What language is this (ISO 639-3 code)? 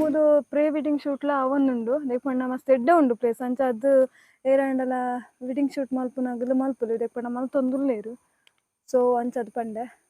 tcy